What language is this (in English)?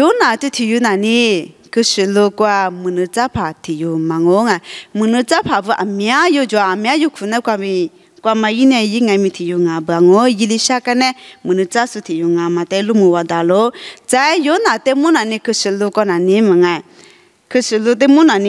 Lisu